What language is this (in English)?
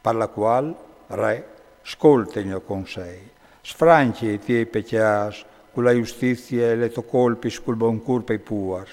Friulian